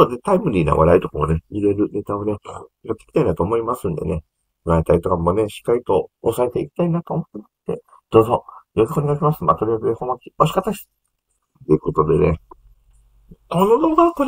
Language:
Japanese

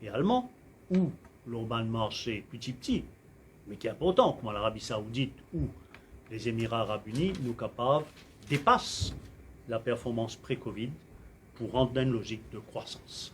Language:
Morisyen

